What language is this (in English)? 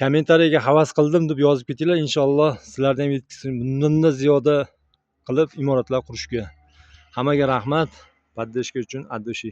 Uzbek